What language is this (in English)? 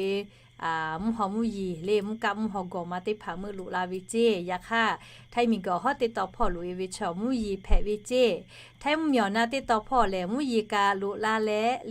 Lahu